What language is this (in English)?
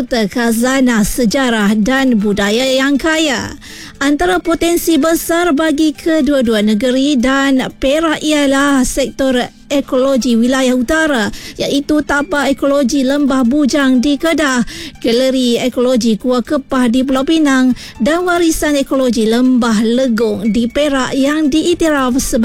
Malay